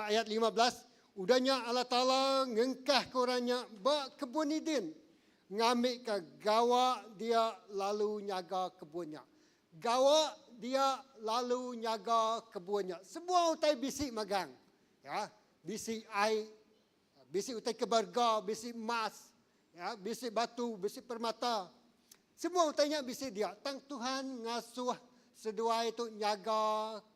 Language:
Iban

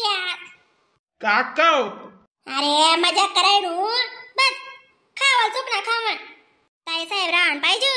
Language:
Khandesi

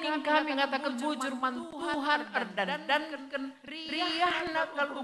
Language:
Batak Karo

